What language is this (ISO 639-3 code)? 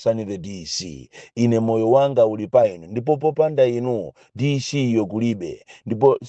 nya